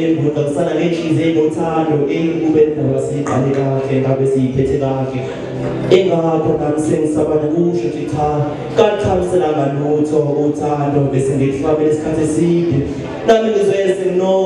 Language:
Zulu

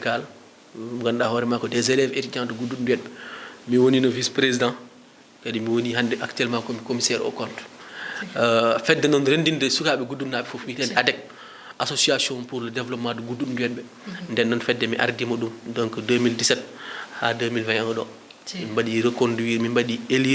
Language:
Fula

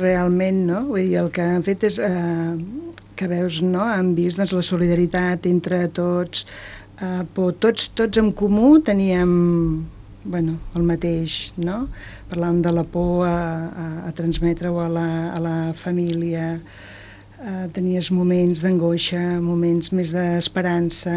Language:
Catalan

